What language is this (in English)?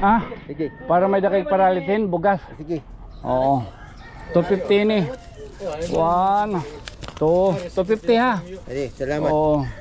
Waray